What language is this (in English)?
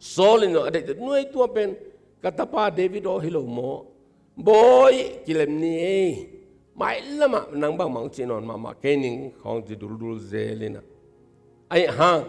Tedim Chin